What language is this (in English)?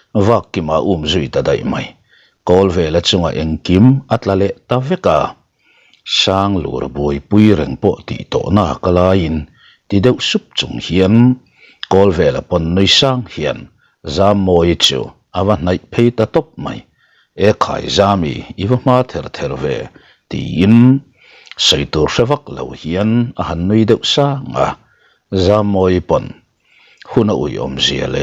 Mizo